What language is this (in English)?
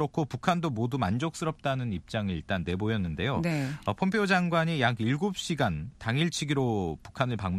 Korean